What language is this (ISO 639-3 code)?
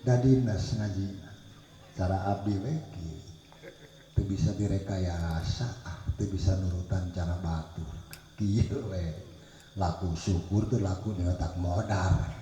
sun